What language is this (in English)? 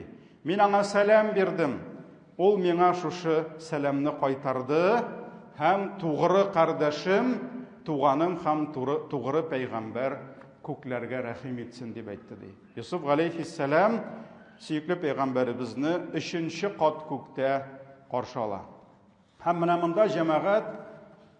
Tatar